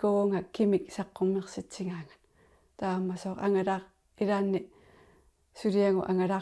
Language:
Kalaallisut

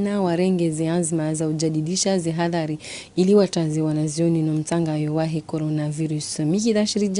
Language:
Ngazidja Comorian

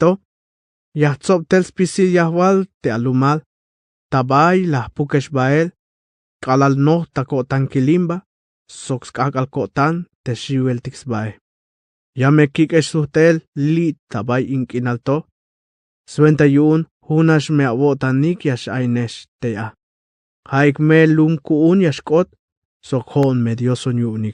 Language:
Tzeltal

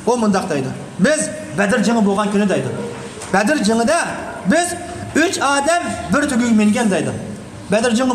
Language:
Uyghur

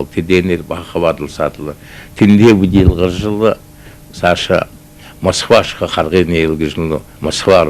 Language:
Buriat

